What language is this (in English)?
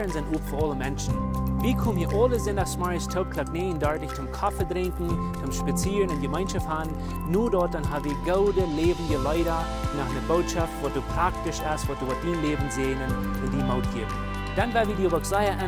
Plautdietsch